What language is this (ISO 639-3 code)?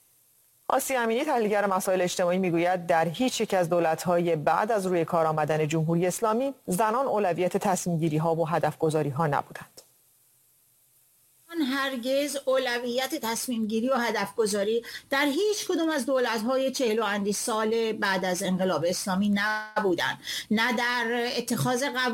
fas